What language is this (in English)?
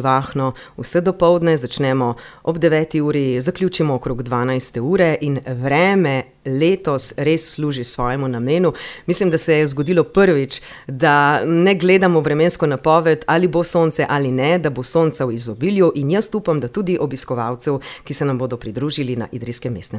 Slovenian